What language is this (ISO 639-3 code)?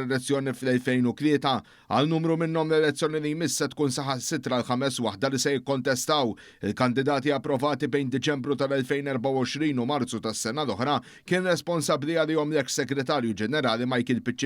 mlt